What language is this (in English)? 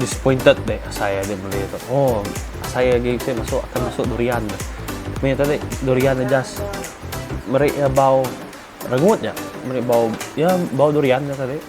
Iban